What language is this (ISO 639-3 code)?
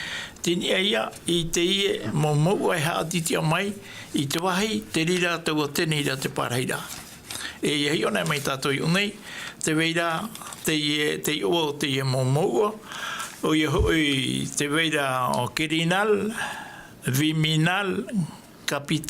tah